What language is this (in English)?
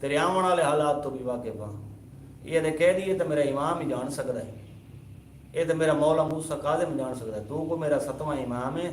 Saraiki